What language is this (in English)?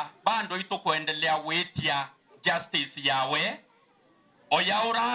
Meru